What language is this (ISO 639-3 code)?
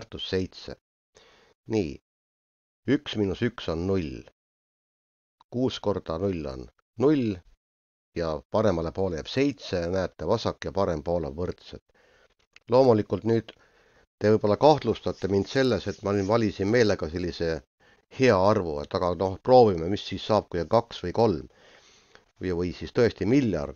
est